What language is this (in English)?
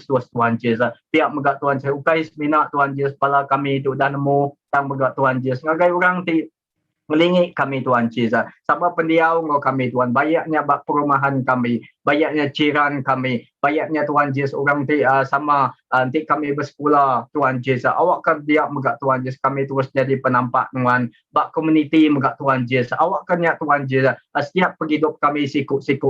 Iban